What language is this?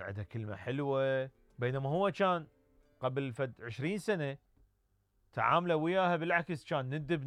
Mesopotamian Arabic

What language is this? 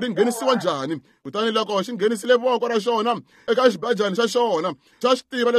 Tsonga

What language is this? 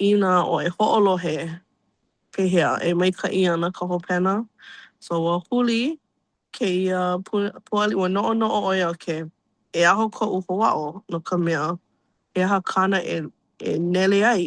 Hawaiian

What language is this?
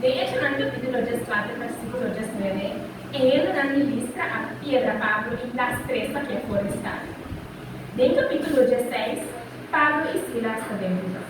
Papiamento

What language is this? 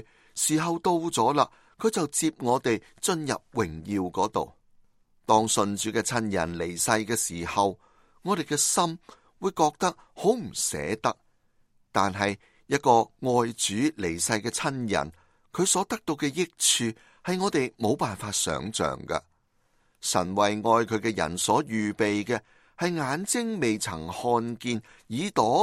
Cantonese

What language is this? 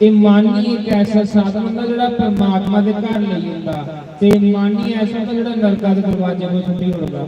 Dogri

